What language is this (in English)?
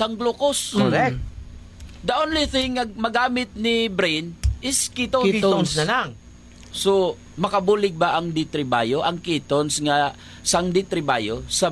Hiligaynon